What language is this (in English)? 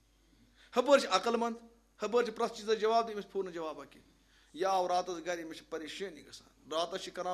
Kashmiri